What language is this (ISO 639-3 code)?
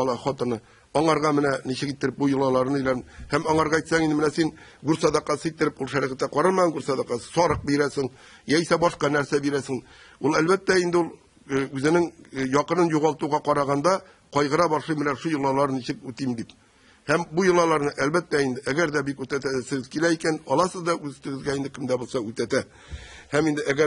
tat